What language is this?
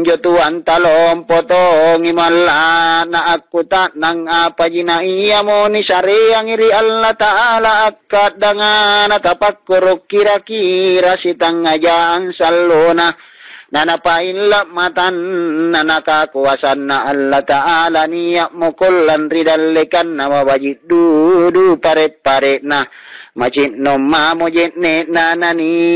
Makasar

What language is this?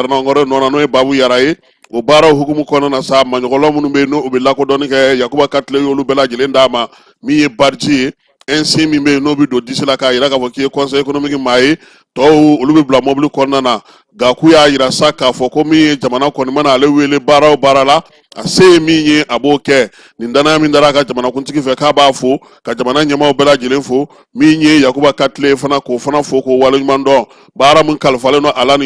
Bambara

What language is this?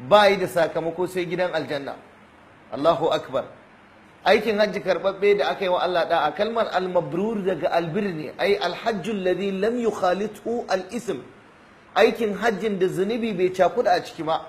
Hausa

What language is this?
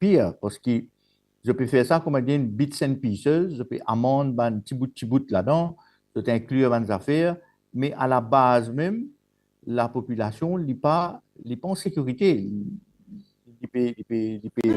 Morisyen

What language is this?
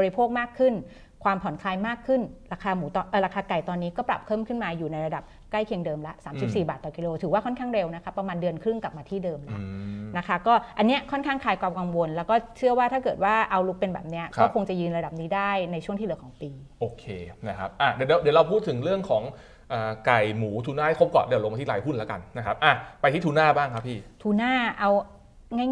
Thai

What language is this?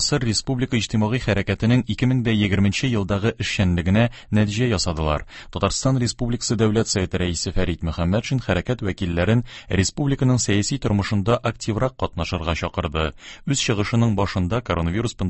Tatar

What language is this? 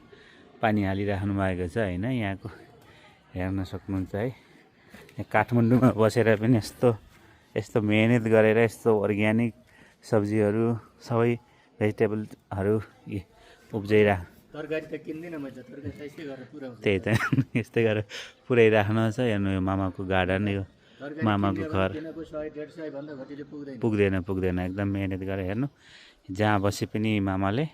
Nepali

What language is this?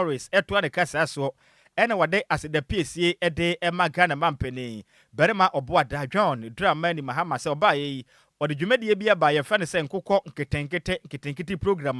Akan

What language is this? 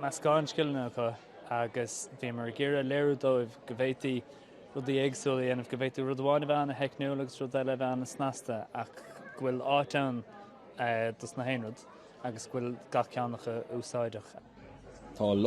Irish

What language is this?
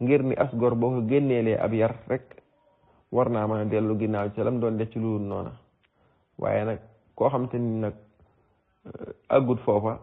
Wolof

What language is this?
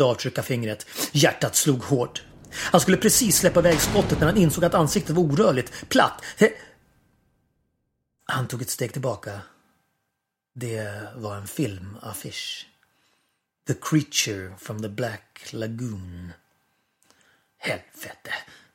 Swedish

